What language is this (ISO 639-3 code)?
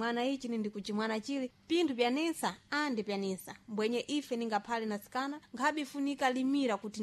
seh